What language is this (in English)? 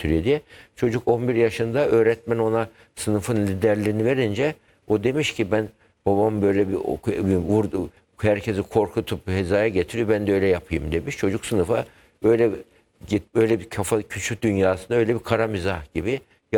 Turkish